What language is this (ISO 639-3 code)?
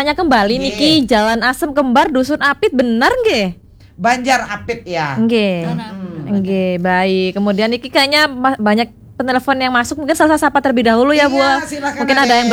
ban